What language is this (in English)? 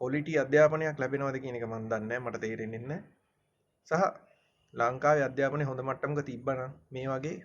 Sinhala